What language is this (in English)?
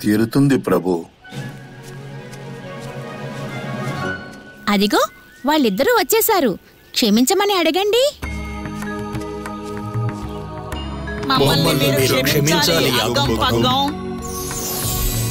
Telugu